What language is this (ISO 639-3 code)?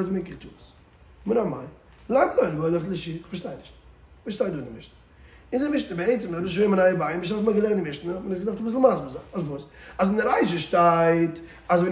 yid